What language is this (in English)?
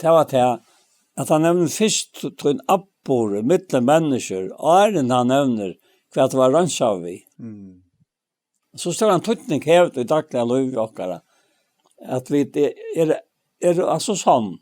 Faroese